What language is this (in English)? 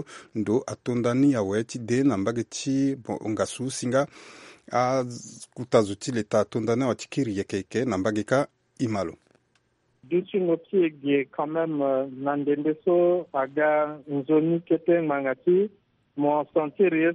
Sango